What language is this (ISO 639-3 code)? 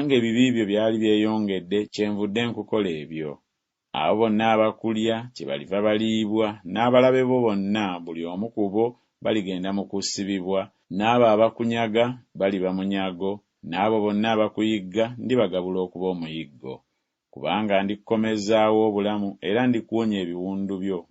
lug